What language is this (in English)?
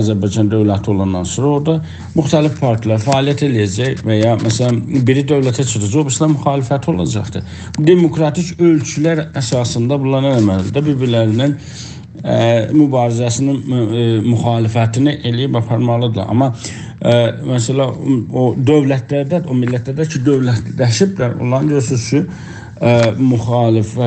South Azerbaijani